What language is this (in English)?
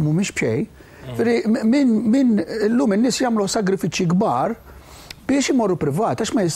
Maltese